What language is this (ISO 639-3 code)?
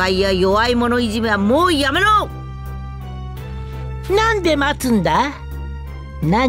jpn